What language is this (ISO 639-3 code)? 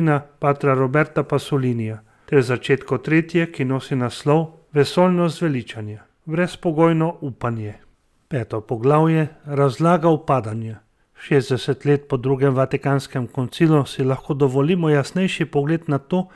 slv